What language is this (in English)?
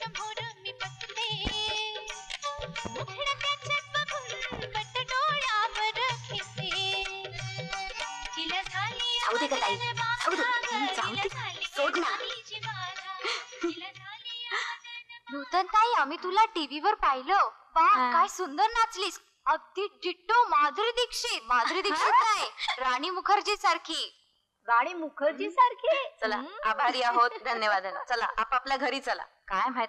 Marathi